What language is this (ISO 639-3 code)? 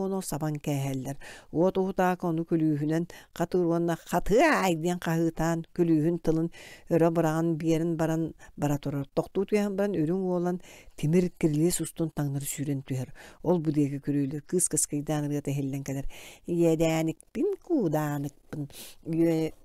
sah